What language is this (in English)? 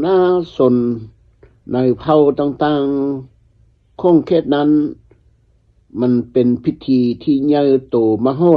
Lao